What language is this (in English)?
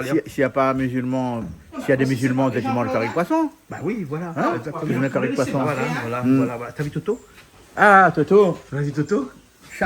Réunion Creole French